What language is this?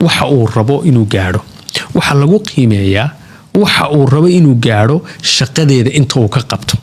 Somali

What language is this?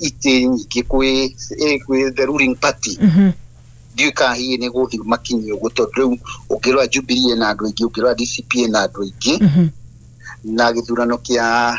Kikuyu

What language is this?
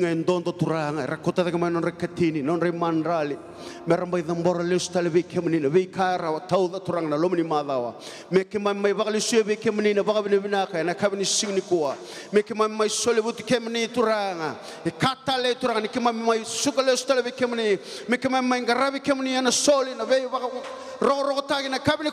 Fijian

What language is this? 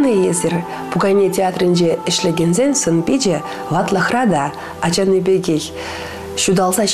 Chuvash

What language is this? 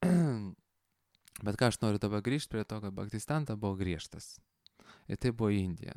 Lithuanian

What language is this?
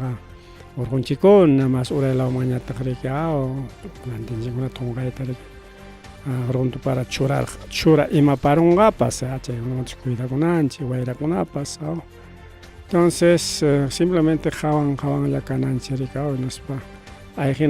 Ayacucho Quechua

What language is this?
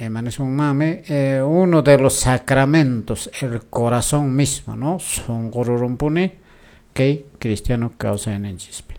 Quechua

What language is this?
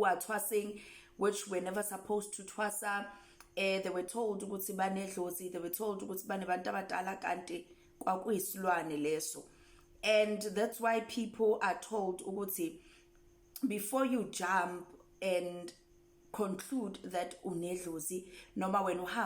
Zulu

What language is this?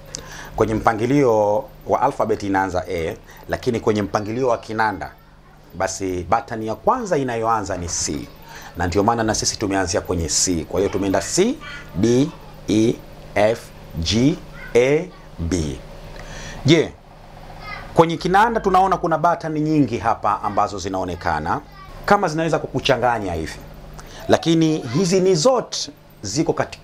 Swahili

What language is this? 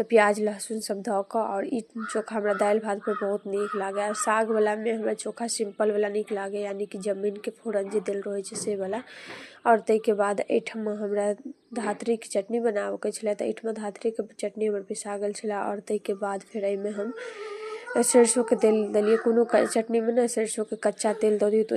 Maithili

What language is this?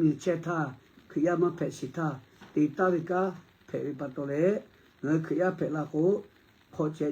Lahu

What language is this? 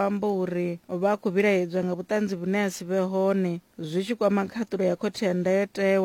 Venda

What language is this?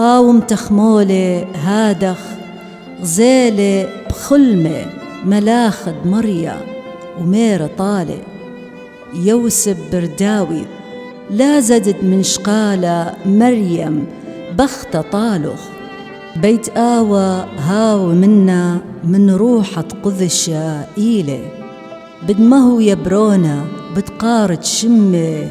Assyrian Neo-Aramaic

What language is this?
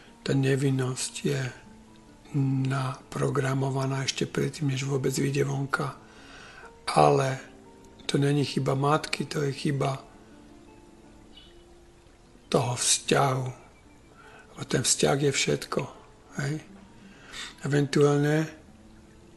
Slovak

